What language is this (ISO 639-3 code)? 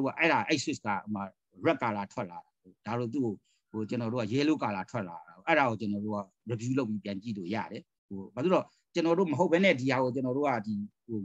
mya